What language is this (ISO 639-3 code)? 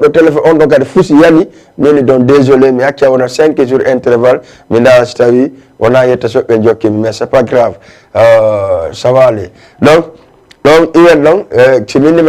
ful